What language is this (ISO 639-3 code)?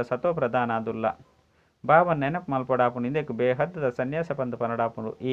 tcy